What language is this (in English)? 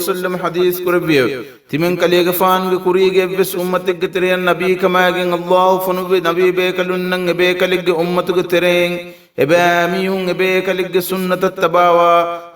Divehi